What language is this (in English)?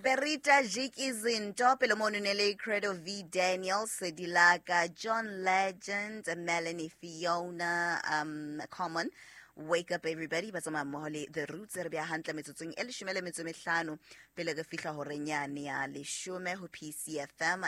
Southern Sotho